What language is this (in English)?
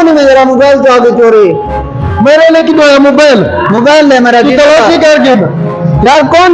Saraiki